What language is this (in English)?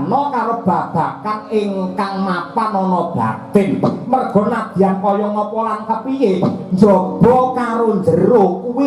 Javanese